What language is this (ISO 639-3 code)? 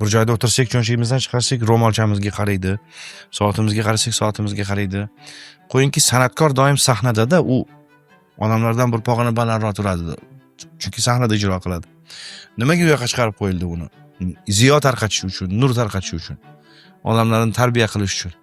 uzb